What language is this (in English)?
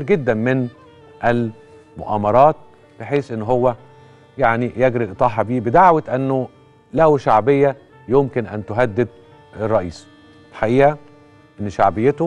Egyptian Arabic